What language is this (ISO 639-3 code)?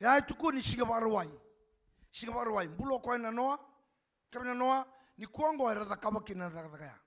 fij